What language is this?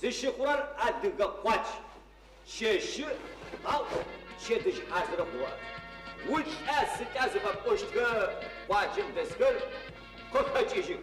Adyghe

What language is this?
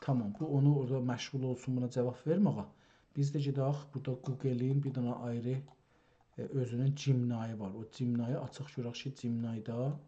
South Azerbaijani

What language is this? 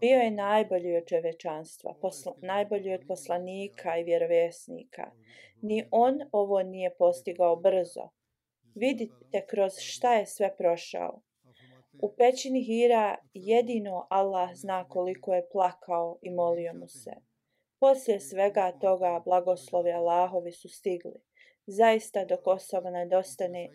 Bosnian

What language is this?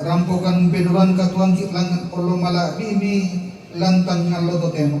Toraja-Sa'dan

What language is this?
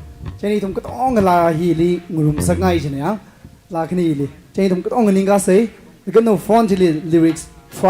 Tangkhul Naga (India)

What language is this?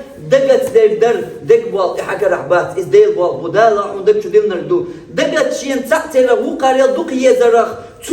Chechen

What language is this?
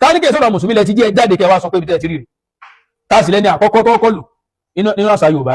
Yoruba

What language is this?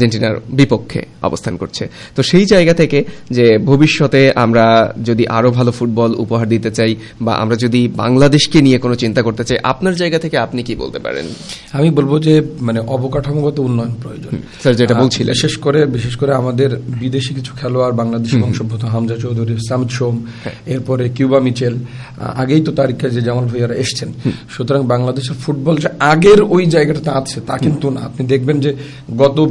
Bangla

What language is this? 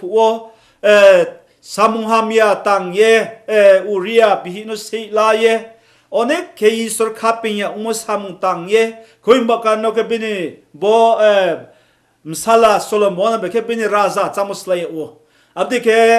Riang (India)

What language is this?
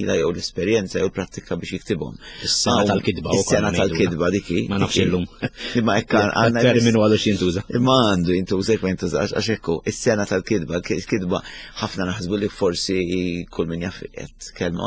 Maltese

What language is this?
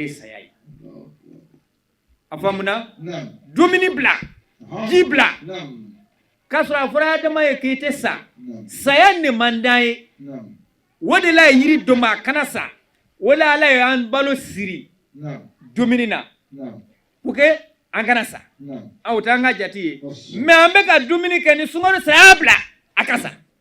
Bambara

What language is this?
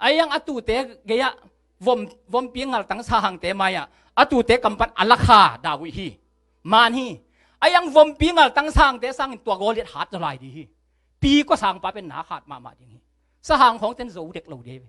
Tedim Chin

